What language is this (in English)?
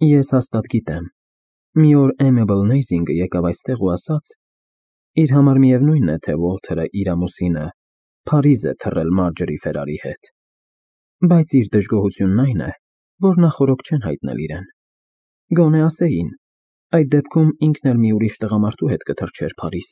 Armenian